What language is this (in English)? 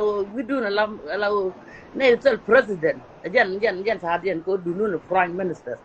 Nuer